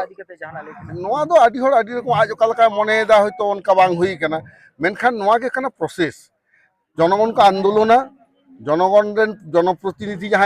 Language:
Santali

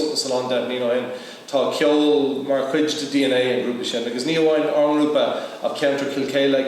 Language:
Irish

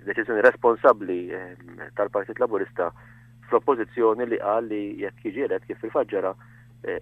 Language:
Maltese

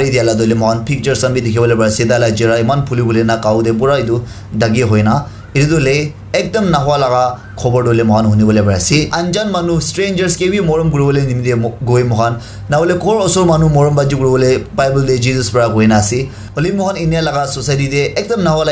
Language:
Naga Pidgin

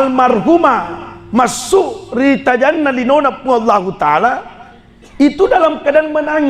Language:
Buginese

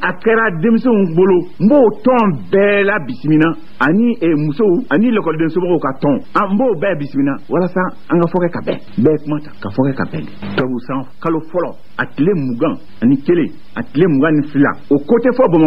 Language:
Bambara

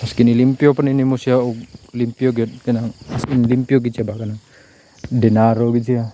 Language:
Cebuano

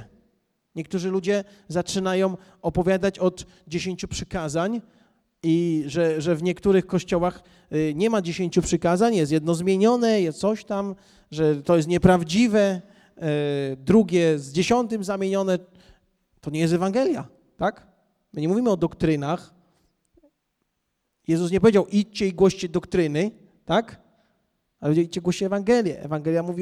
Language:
Polish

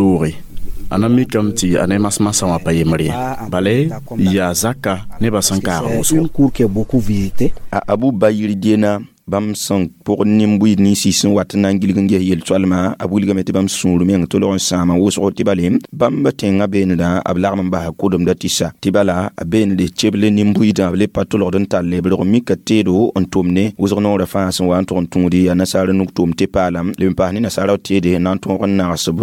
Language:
Mossi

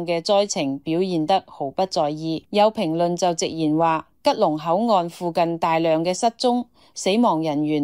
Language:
Cantonese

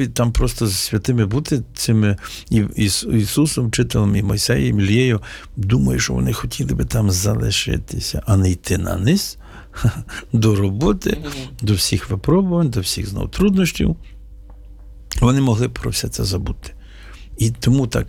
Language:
Ukrainian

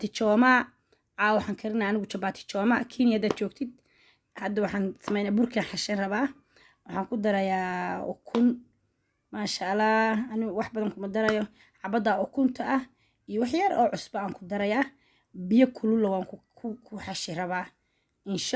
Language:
Somali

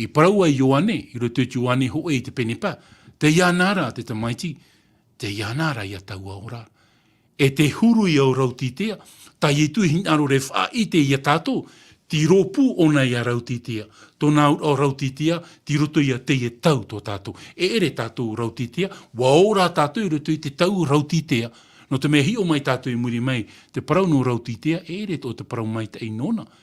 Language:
Tahitian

